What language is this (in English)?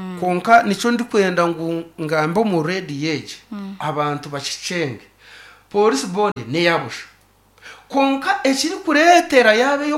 Nyankole